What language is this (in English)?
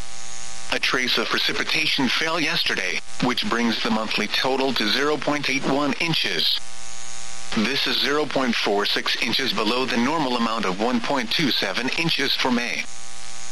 English